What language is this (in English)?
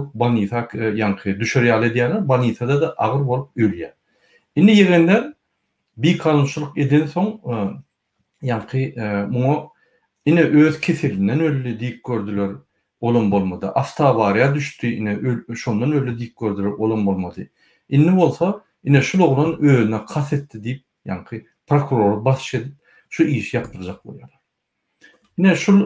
Turkmen